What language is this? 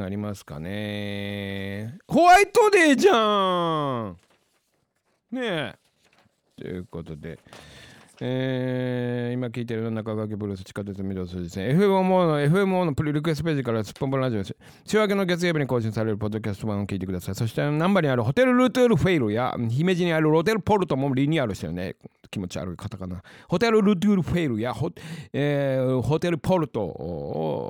Japanese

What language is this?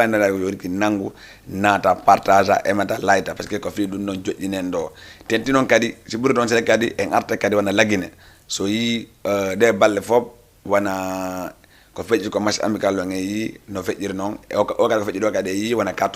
Fula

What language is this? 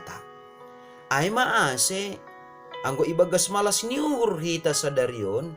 Batak Simalungun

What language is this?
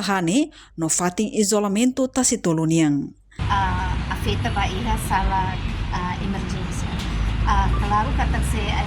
Tetum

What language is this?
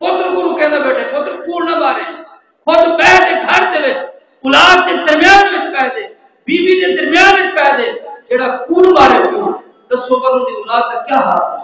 Saraiki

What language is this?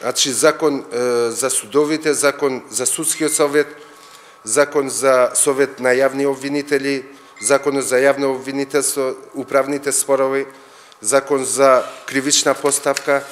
Macedonian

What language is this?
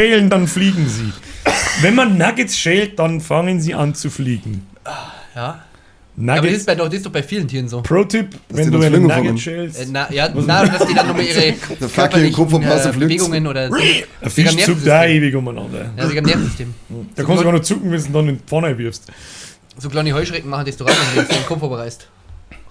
Bavarian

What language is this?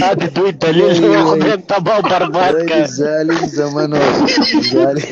Pashto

